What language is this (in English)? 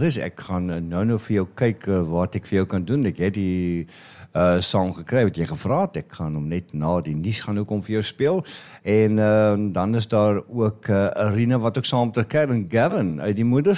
Afrikaans